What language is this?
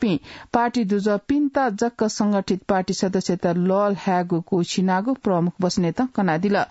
Newari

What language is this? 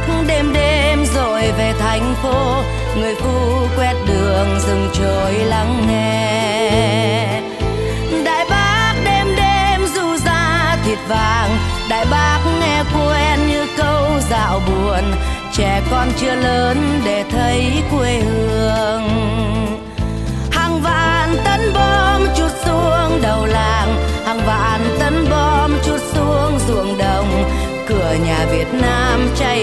Vietnamese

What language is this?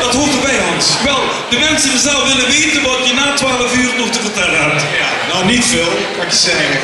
Limburgish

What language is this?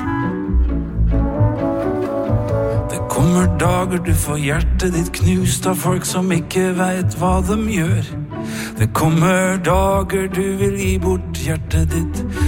Norwegian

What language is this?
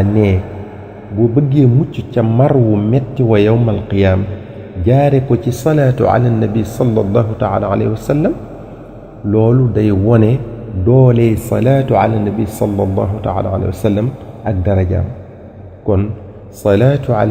Wolof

